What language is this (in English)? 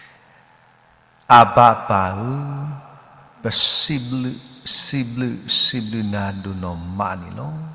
S'gaw Karen